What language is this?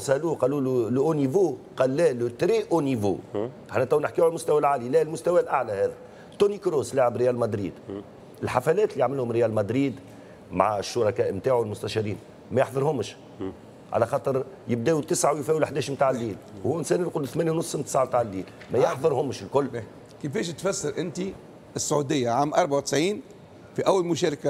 Tunisian Arabic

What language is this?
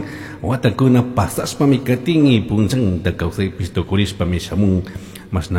Chimborazo Highland Quichua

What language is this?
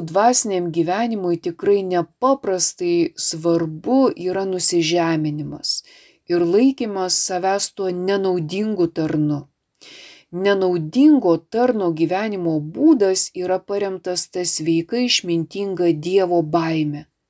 Lithuanian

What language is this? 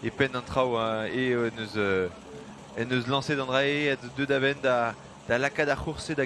Breton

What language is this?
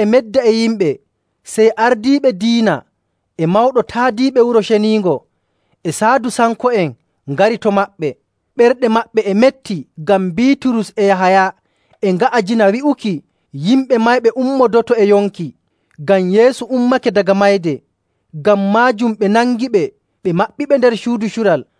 Nigerian Fulfulde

